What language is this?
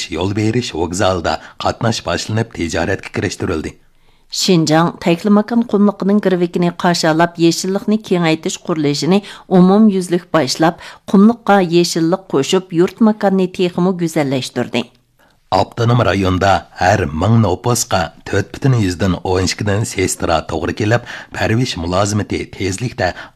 Uyghur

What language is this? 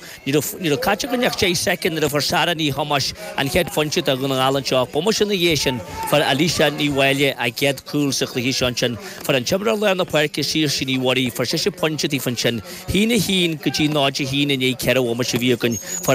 Irish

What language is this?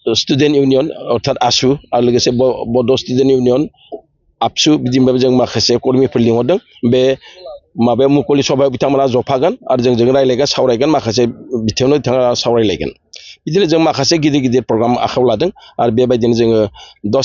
Bodo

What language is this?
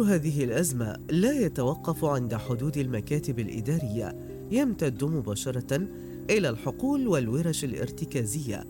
Mesopotamian Arabic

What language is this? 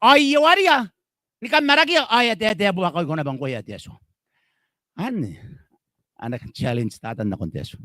Gilbertese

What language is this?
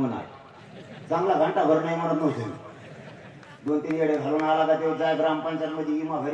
Marathi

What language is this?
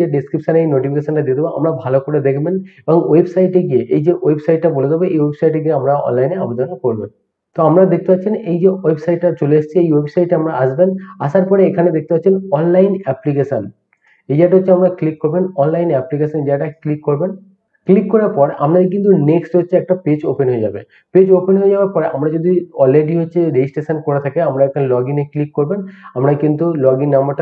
Bangla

